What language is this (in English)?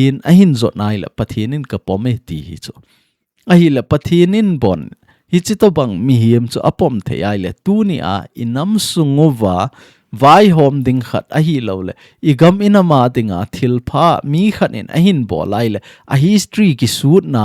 Thado Chin